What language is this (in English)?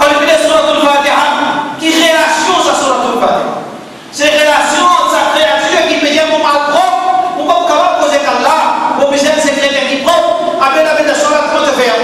Morisyen